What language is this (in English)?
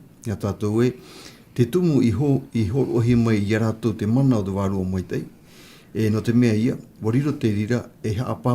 Tahitian